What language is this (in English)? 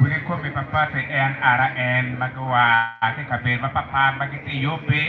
Acoli